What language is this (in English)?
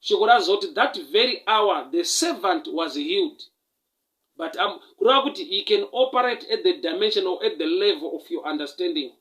Shona